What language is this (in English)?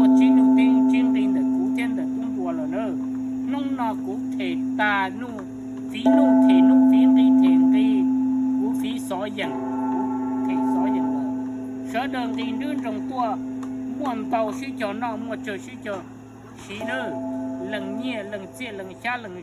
Hmong